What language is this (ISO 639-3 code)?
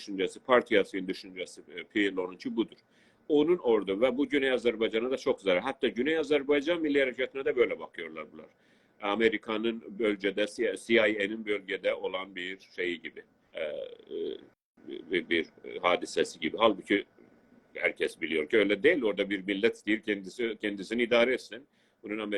azb